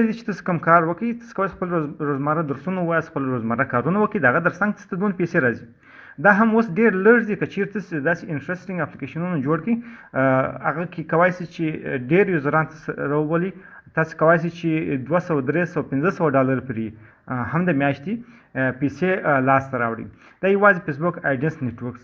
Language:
Pashto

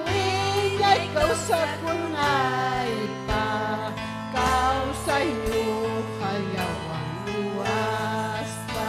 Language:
Ayacucho Quechua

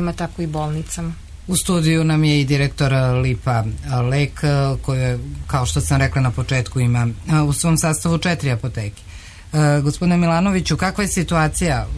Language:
Serbian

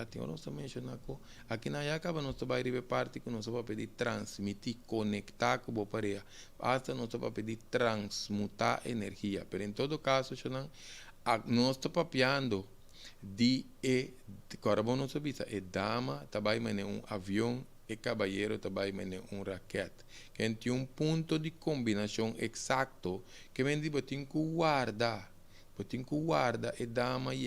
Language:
Papiamento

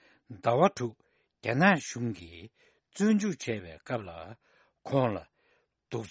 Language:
Tibetan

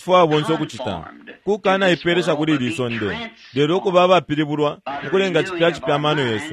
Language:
Bemba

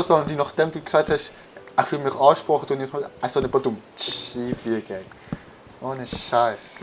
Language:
Swiss German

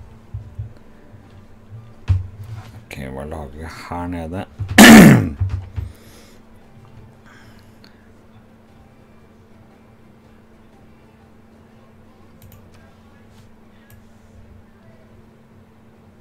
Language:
Norwegian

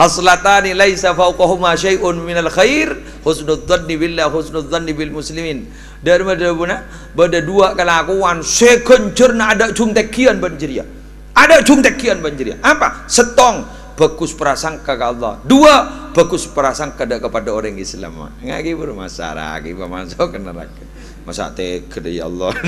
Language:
Madurese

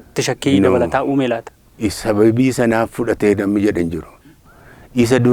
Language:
Oromo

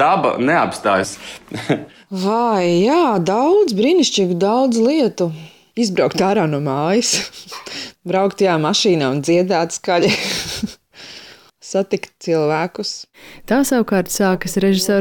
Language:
Latvian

